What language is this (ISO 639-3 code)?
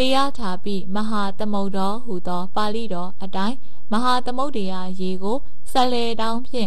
mya